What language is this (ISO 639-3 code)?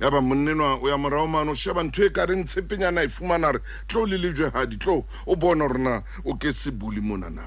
sot